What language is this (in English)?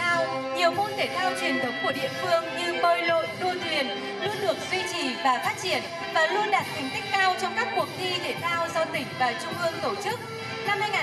Vietnamese